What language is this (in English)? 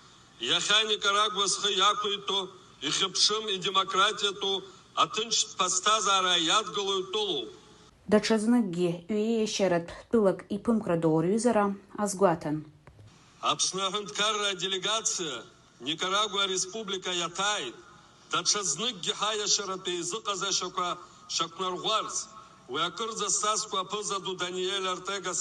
Abkhazian